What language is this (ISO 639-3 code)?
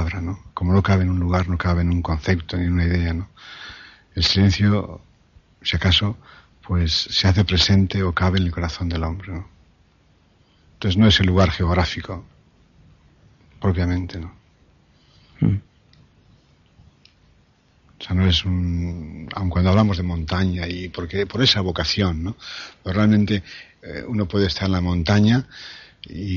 spa